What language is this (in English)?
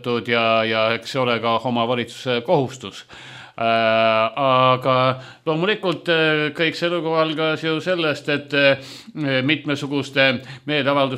Estonian